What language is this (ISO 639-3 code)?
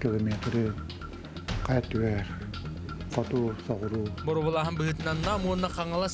sah